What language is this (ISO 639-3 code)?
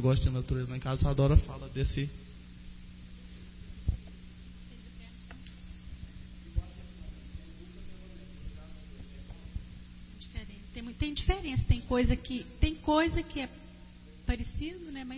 por